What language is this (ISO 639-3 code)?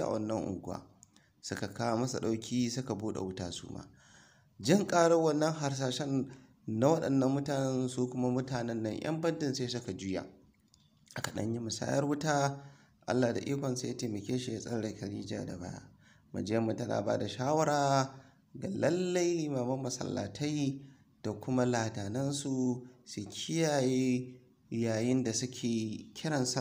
hau